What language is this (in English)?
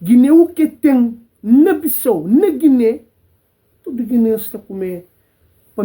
Kabuverdianu